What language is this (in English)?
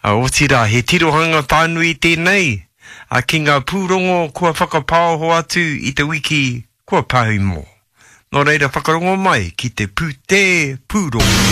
Māori